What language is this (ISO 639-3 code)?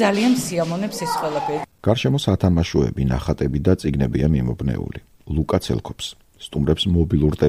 kat